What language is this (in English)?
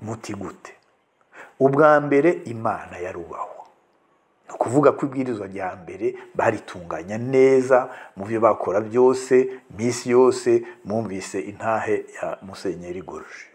Rundi